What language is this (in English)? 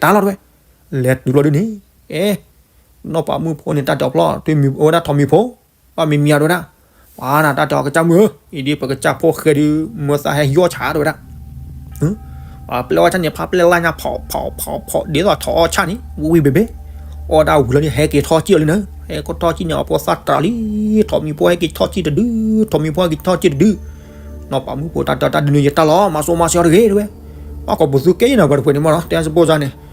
S'gaw Karen